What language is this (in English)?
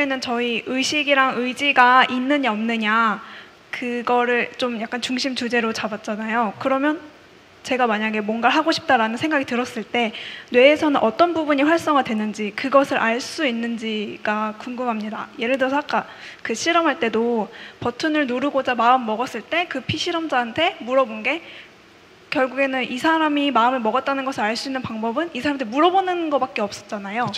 Korean